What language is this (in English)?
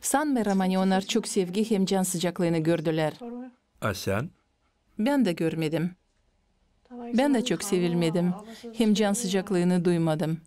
Gagauz